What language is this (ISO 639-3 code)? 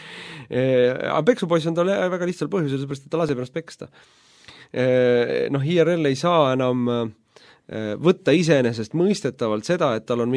est